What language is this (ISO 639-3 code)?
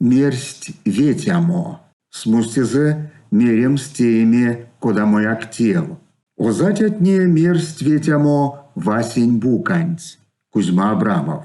myv